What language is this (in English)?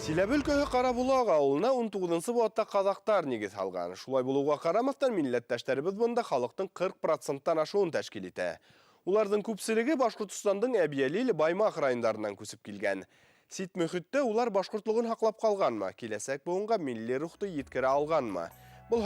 Bashkir